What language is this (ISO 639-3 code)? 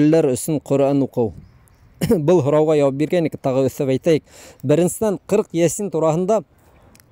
bak